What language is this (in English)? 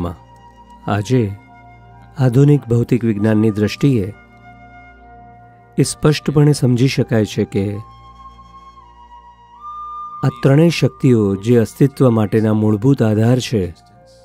Gujarati